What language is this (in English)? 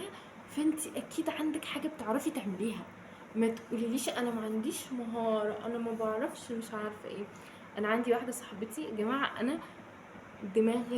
Egyptian Arabic